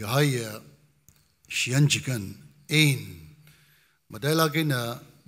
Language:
Tangkhul Naga (India)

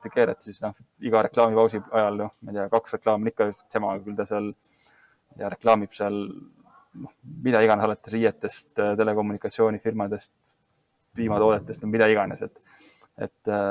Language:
Estonian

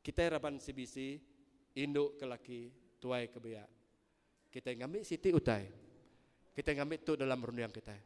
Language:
Iban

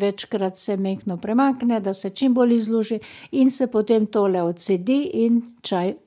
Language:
Slovenian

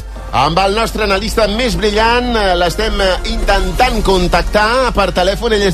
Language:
Catalan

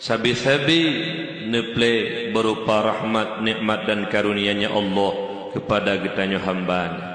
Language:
Achinese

